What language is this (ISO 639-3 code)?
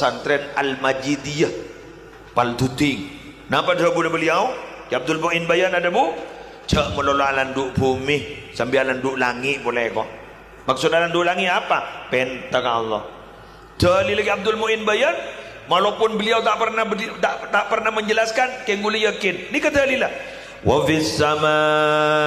mad